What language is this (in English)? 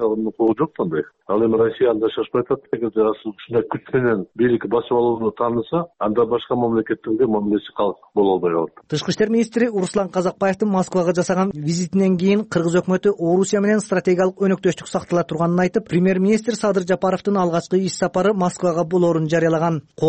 Kyrgyz